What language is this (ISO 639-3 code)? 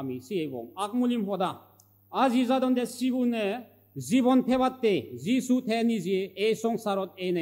ccp